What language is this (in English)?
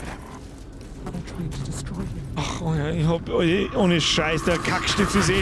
Bavarian